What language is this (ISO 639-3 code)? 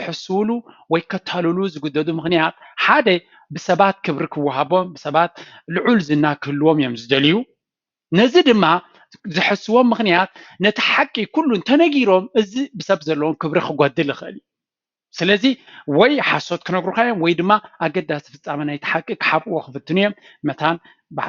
tir